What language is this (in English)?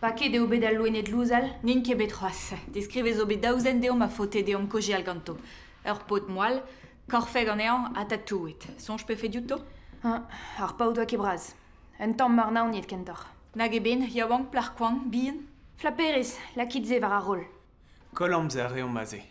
Breton